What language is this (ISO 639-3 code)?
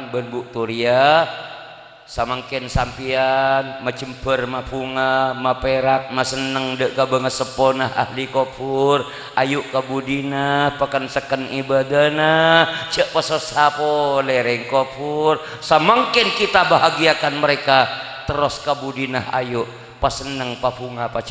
mad